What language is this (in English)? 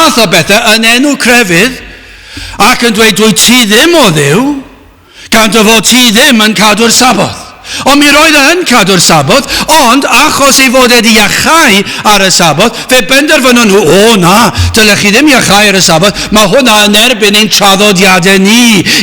Welsh